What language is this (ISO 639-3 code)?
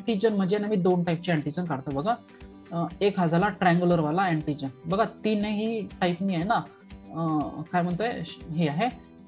mar